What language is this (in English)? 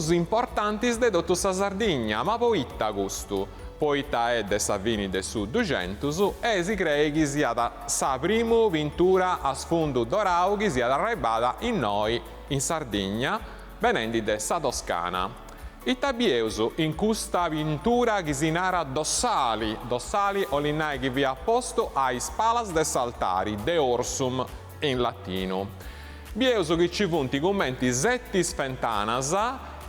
Sardinian